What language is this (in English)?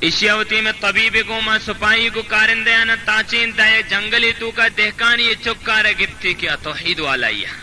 Baluchi